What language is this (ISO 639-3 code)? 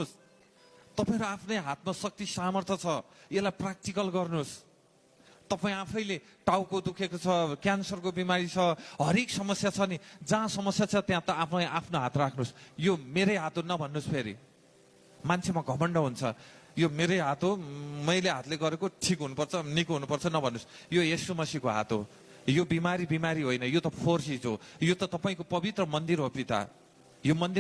nep